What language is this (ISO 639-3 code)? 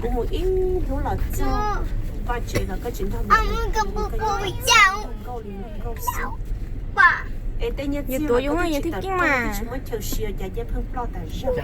hmn